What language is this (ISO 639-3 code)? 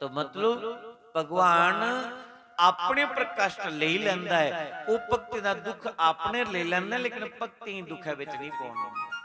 doi